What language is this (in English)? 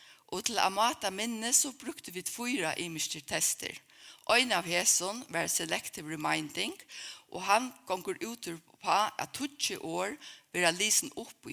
Faroese